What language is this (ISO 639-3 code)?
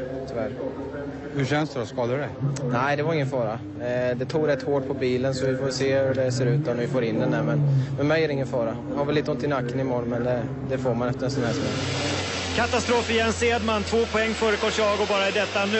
swe